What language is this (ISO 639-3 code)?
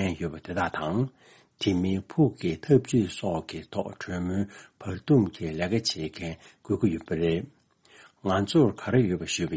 bod